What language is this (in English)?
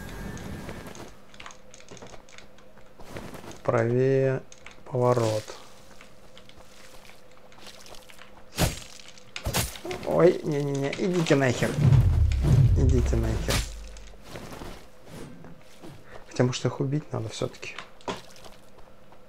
Russian